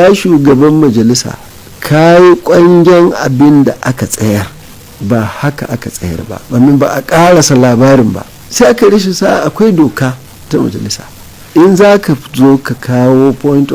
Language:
Hausa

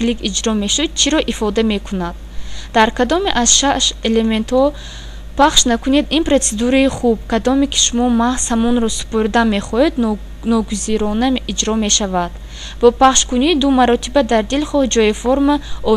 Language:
Tajik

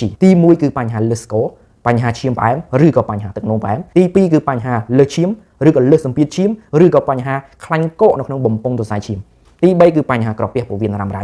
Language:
Khmer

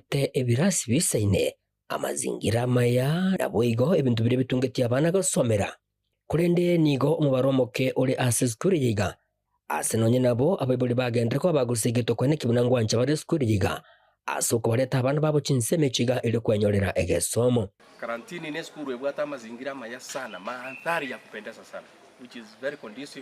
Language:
Gusii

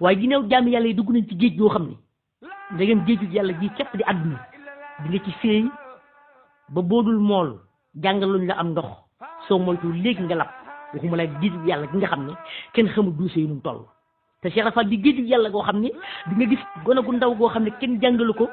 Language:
Wolof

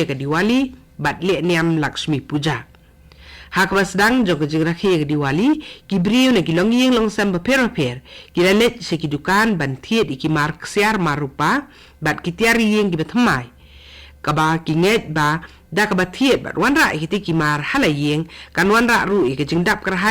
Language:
Khasi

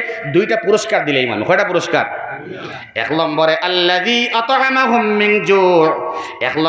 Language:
Sylheti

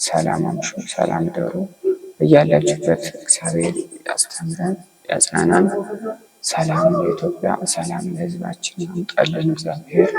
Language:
Amharic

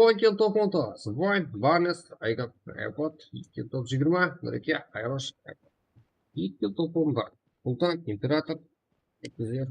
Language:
Kara-Kalpak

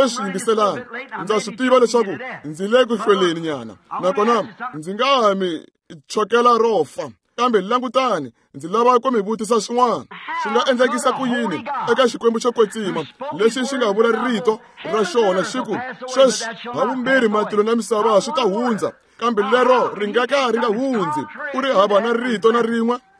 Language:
Tsonga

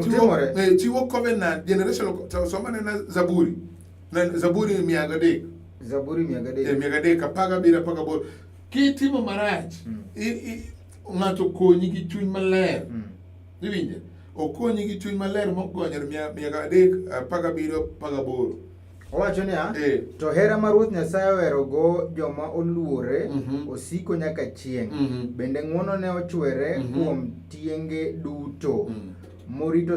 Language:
Luo (Kenya and Tanzania)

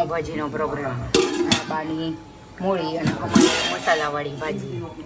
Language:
Gujarati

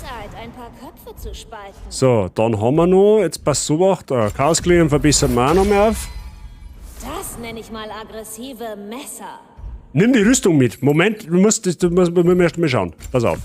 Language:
Bavarian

